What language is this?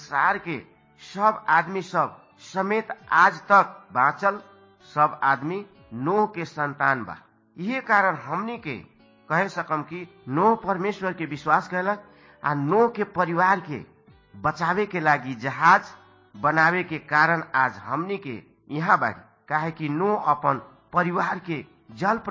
Bhojpuri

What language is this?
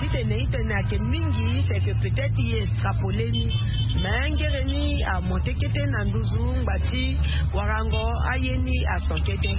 Sango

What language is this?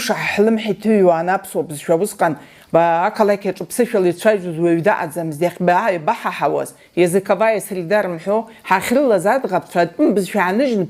Abkhazian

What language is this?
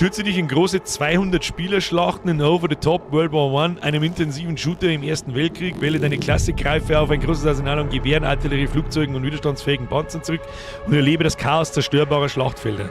Bavarian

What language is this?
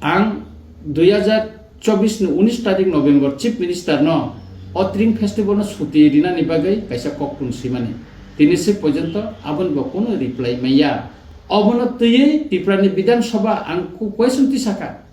Kok Borok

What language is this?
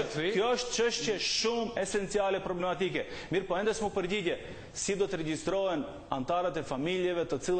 Albanian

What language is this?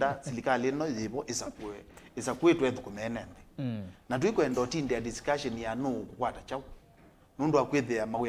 Kamba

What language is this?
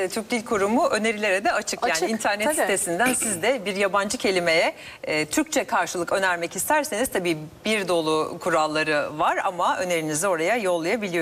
Turkish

